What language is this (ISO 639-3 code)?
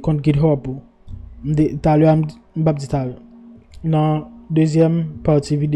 hat